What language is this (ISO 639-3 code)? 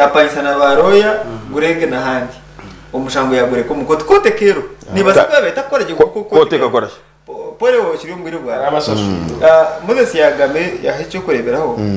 nyn